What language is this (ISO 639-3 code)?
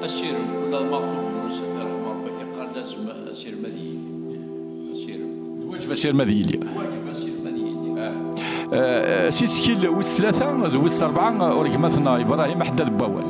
kab